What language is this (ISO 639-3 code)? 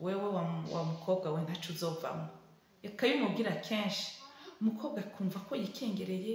run